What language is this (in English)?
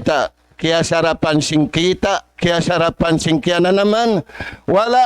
Tausug